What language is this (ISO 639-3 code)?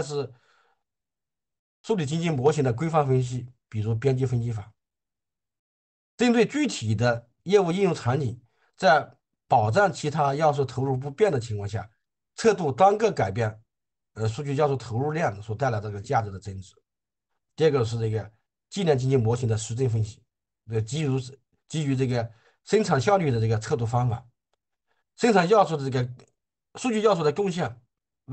zho